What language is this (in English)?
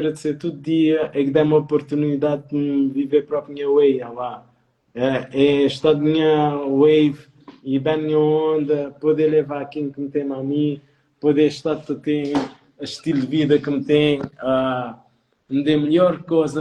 Kabuverdianu